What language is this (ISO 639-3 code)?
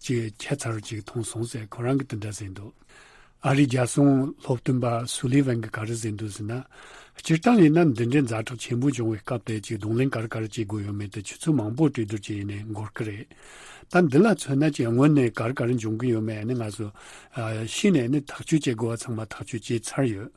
bod